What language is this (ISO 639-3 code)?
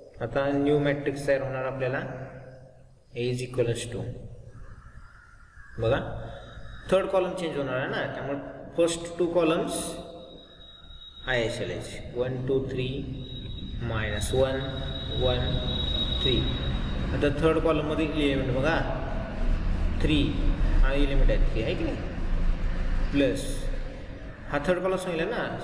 mar